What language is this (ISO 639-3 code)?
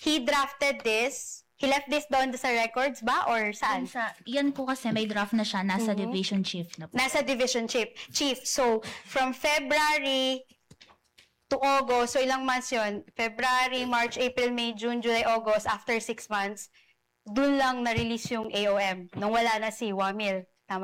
fil